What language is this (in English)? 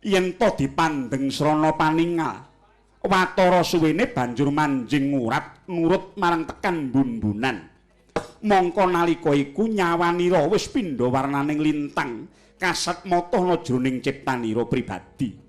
Javanese